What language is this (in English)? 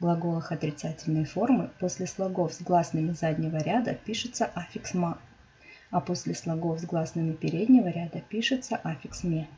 Crimean Tatar